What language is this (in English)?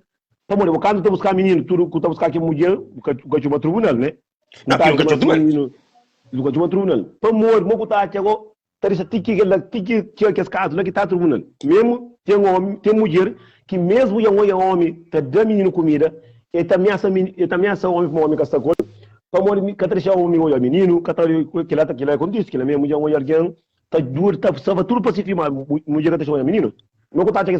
Kabuverdianu